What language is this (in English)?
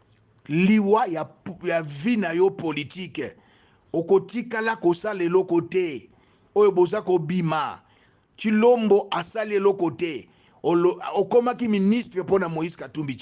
Lingala